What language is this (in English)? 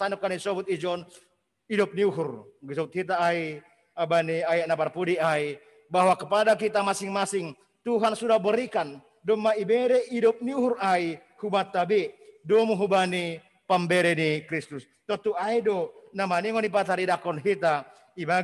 Batak Simalungun